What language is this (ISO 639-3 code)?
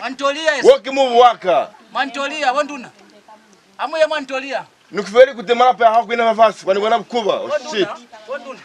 loz